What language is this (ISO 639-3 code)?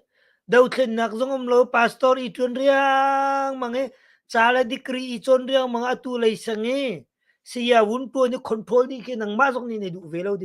cnh